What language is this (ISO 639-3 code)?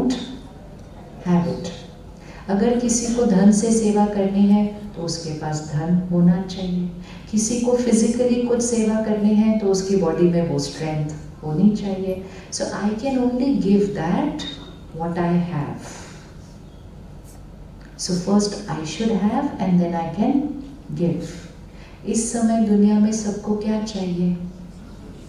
hin